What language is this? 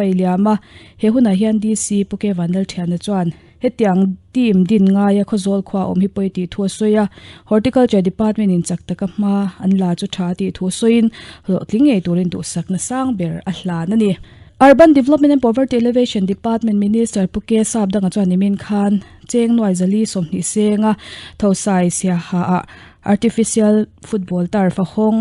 Mizo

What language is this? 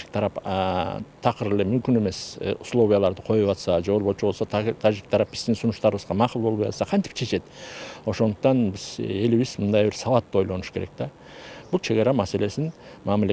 Kyrgyz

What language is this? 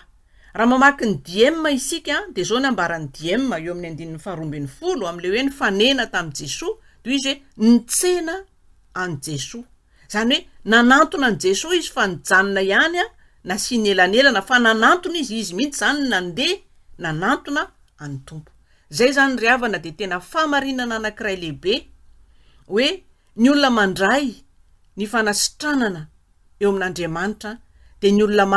Malagasy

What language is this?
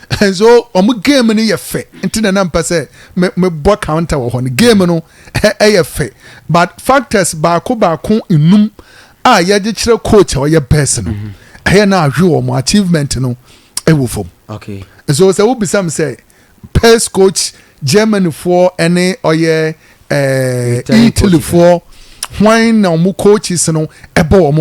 Akan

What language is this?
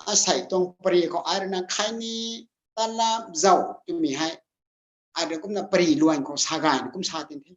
Rongmei Naga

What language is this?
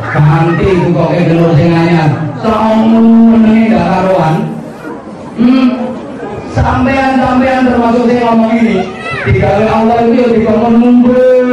Javanese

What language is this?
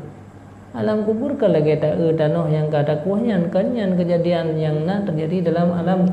Achinese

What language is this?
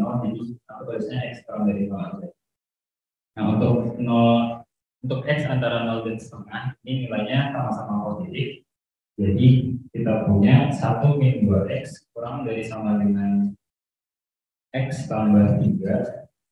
Indonesian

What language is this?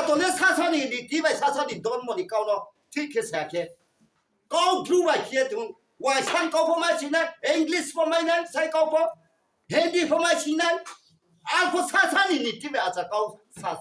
Riang (India)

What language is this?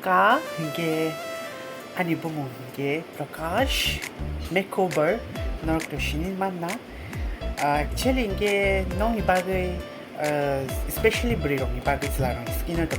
Kok Borok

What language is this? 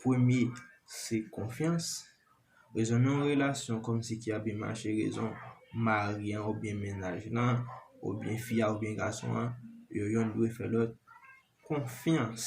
Haitian Creole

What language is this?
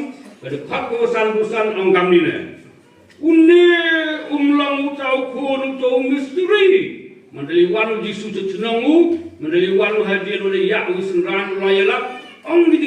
Khasi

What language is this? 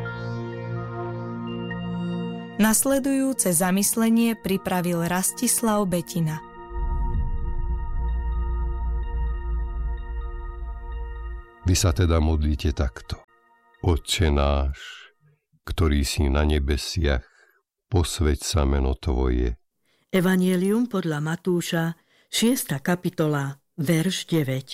Slovak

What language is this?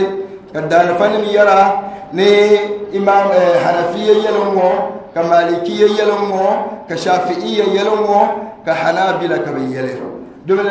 Dagbani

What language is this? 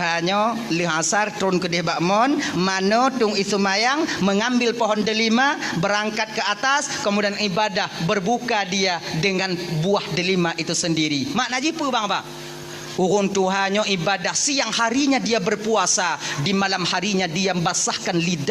Achinese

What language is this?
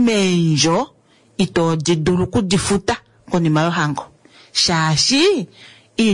Kuanyama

